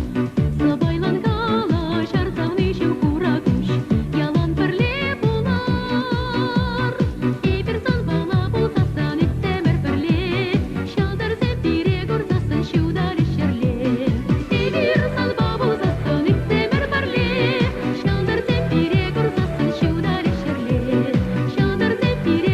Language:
Chuvash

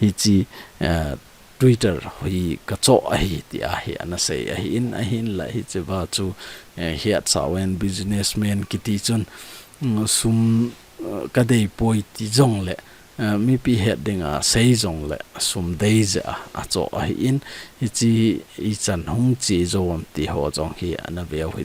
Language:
Thado Chin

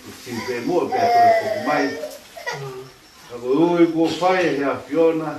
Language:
Tongan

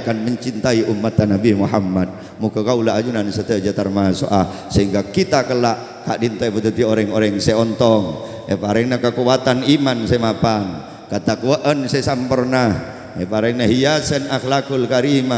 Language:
Madurese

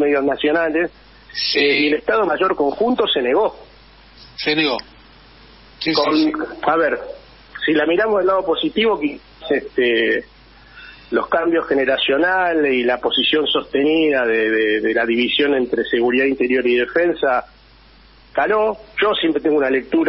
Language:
Spanish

